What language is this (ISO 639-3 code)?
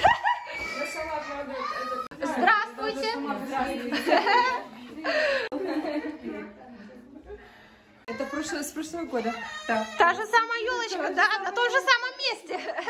rus